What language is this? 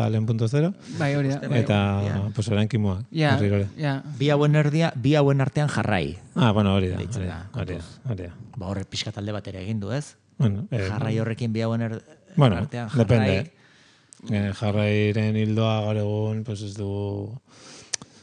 Basque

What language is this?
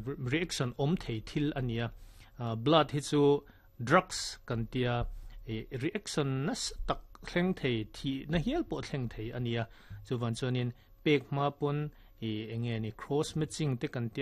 Mizo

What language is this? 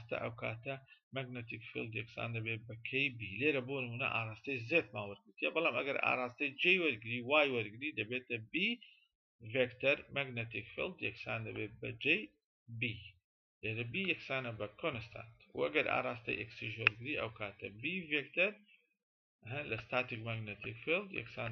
Central Kurdish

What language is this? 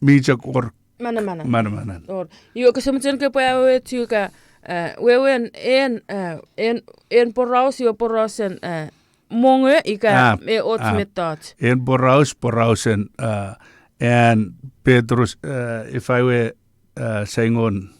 Chuukese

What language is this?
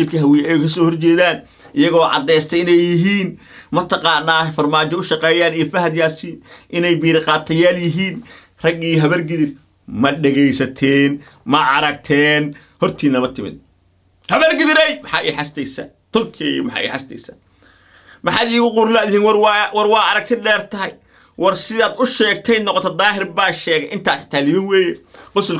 Somali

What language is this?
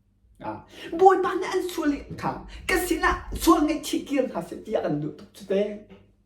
Hakha Chin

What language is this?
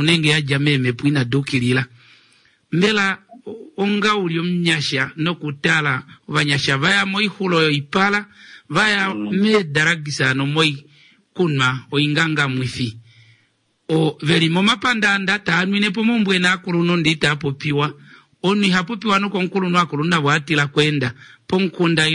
Kuanyama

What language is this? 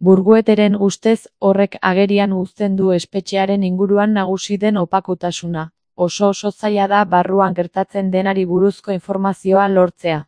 Basque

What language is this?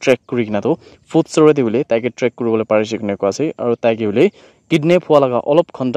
Naga Pidgin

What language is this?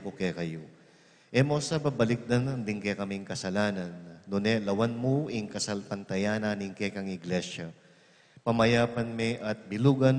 Pampanga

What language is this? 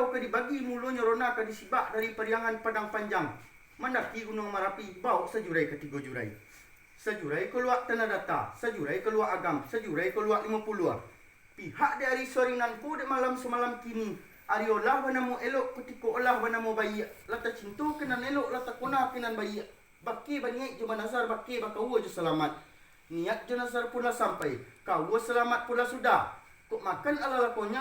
Minangkabau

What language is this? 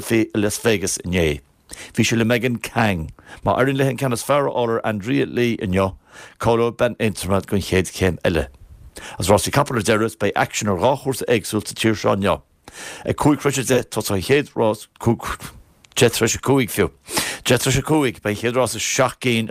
Irish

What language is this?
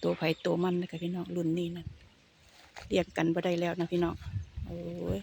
Lao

